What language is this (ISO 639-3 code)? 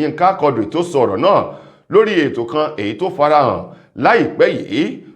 yor